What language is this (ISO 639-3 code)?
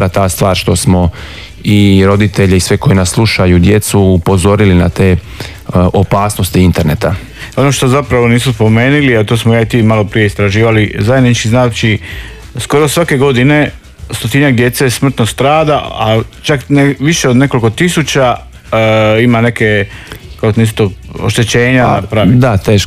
hrv